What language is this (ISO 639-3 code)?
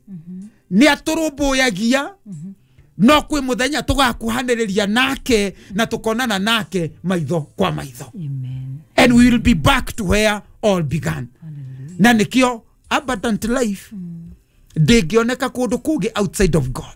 kik